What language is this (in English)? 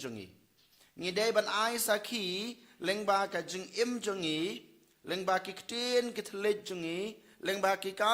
Khasi